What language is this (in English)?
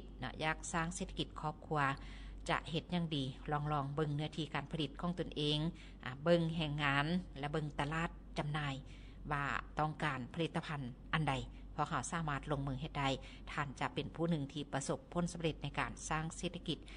Lao